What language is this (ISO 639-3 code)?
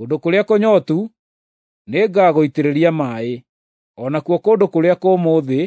kik